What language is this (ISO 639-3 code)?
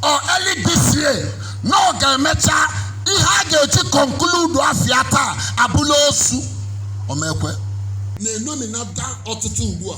ibo